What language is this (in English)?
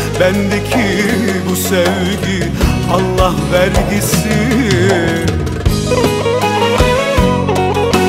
Turkish